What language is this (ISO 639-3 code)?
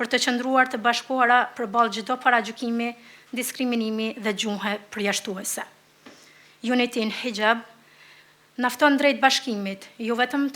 sqi